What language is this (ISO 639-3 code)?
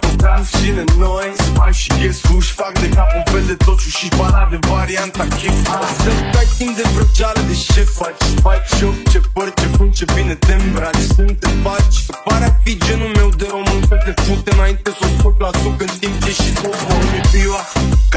ron